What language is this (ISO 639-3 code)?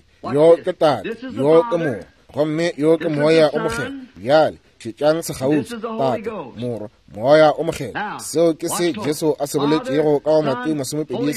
nso